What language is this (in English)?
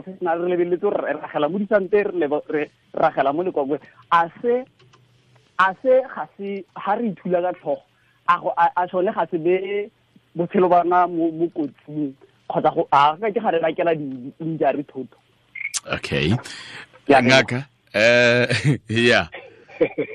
Tswana